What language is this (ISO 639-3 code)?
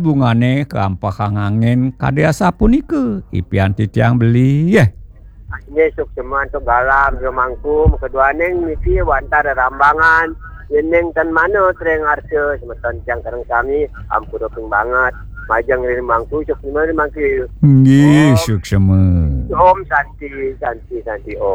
ban